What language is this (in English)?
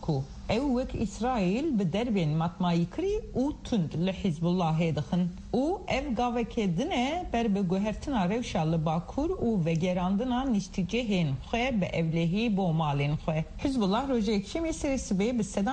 Kurdish